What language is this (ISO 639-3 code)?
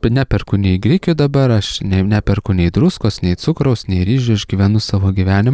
lit